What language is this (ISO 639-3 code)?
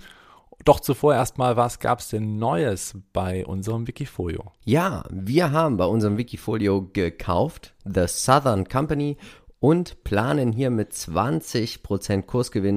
deu